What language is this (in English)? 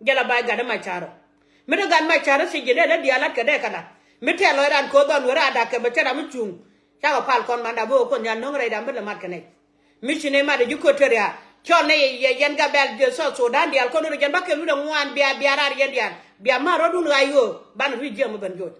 Nuer